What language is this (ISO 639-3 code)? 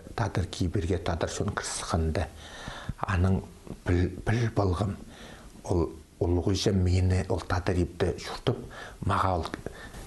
kjh